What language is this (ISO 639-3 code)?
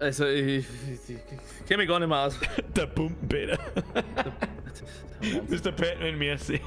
bar